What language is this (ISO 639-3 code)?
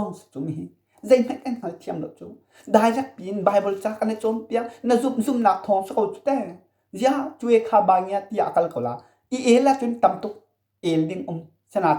cnh